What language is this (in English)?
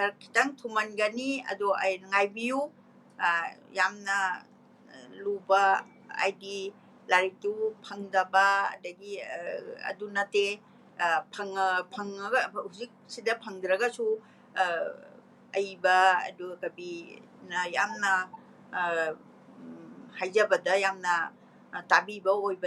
Manipuri